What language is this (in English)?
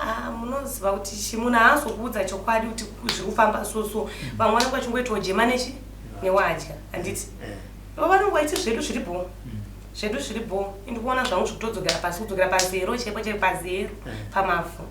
Shona